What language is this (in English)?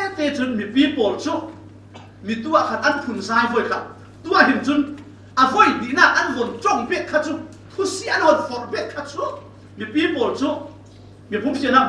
Falam Chin